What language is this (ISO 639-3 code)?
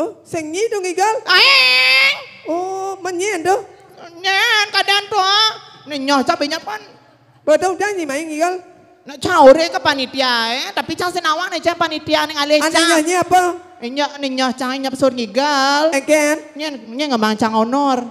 ban